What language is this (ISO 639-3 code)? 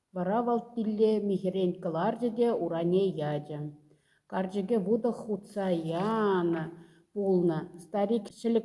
chv